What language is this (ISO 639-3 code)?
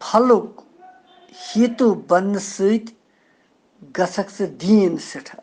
kas